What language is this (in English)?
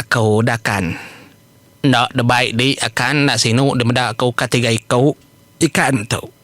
Iban